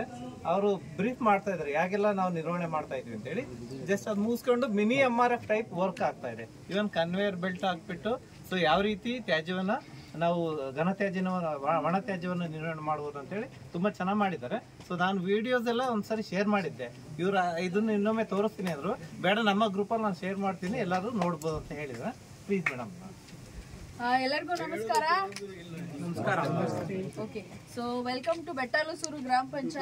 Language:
Kannada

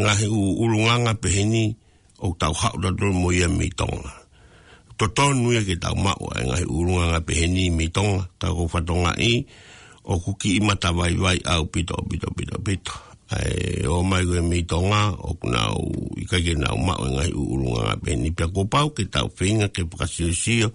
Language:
Tongan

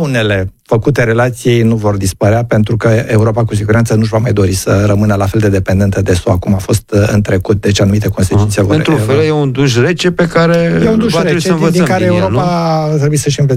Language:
Romanian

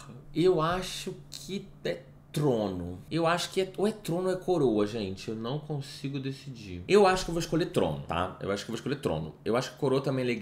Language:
Portuguese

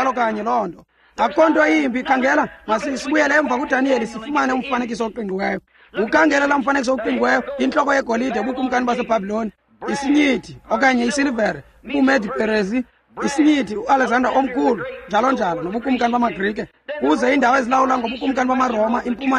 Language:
Xhosa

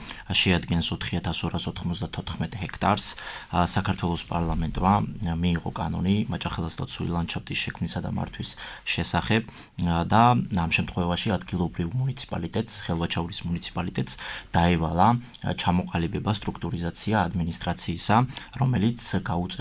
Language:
Georgian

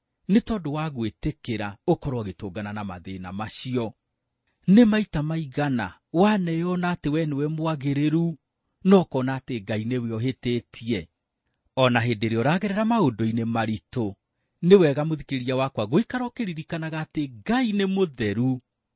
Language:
Kikuyu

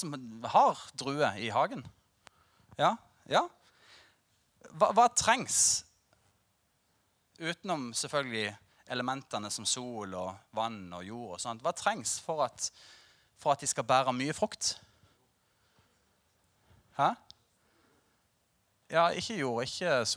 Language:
Norwegian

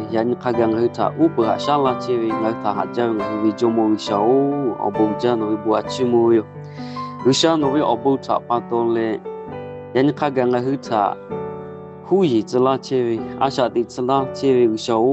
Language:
Lahu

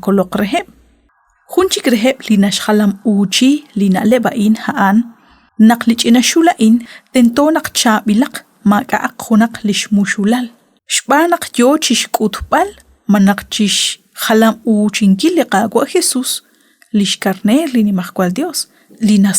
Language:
Kekchí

